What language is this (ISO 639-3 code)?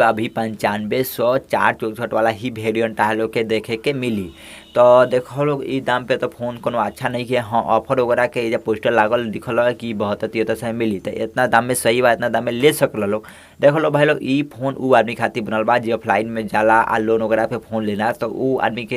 bho